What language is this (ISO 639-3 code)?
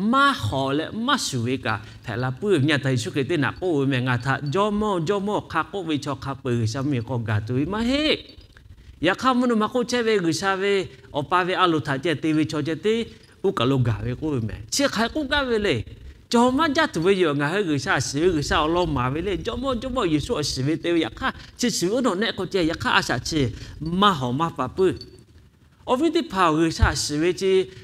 lhu